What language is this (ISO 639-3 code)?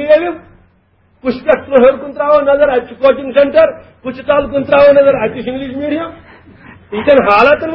kas